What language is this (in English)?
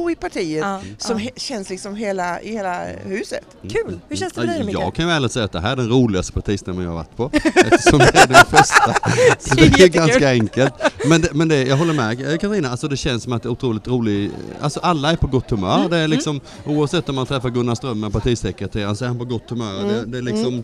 Swedish